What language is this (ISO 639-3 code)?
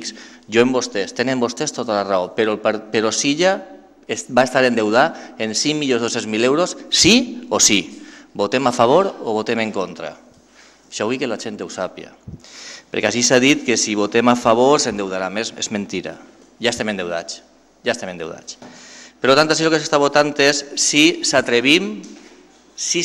cat